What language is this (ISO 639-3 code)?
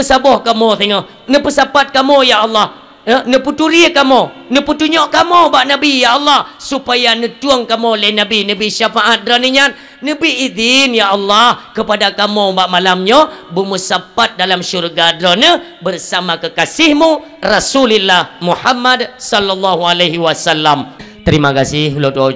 ace